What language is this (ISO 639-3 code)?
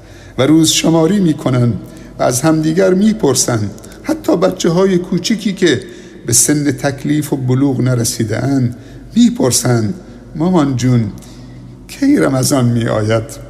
fas